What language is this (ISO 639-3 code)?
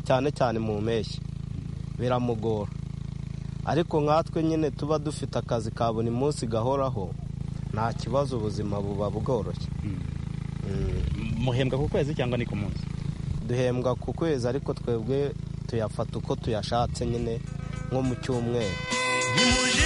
kin